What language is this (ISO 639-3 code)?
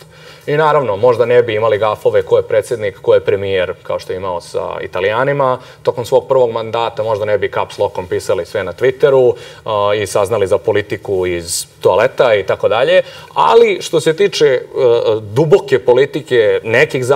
srp